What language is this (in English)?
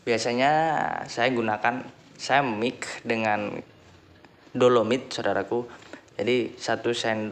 Indonesian